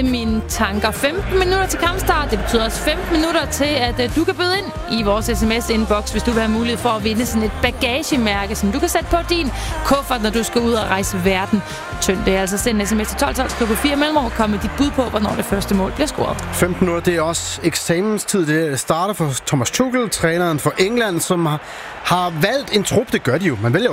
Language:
Danish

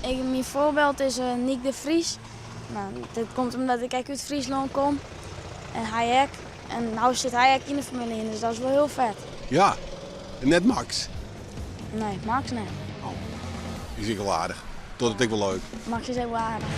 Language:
Western Frisian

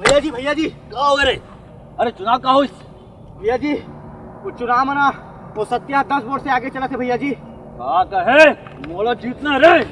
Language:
Chhattisgarhi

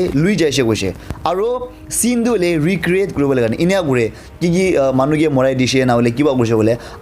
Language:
Naga Pidgin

